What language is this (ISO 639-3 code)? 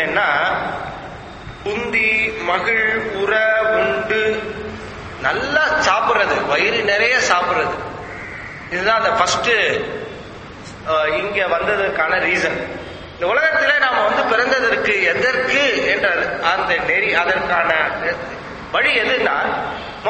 tam